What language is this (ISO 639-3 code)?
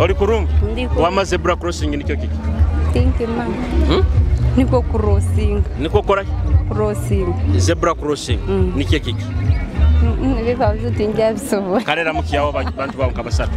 nyo